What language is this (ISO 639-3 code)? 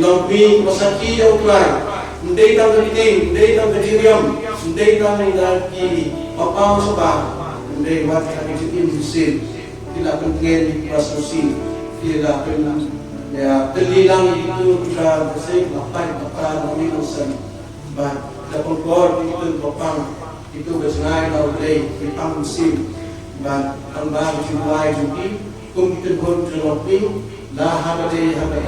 kha